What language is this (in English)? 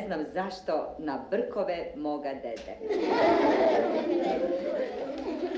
Serbian